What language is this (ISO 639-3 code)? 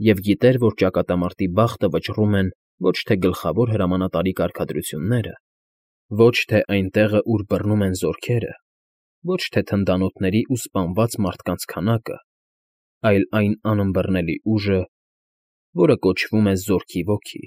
hye